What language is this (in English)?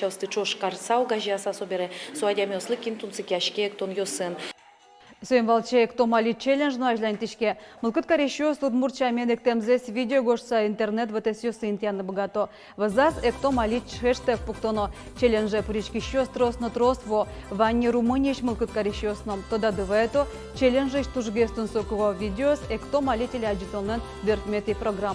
Udmurt